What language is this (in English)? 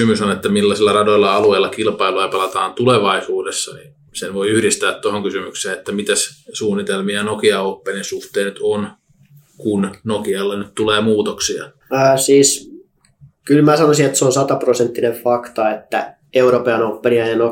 Finnish